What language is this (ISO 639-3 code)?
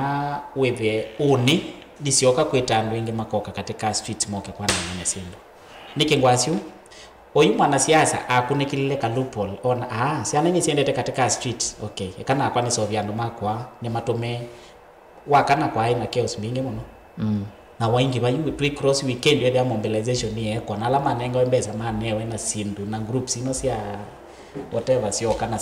kam